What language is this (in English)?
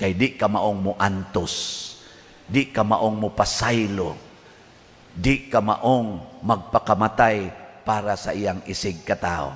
Cebuano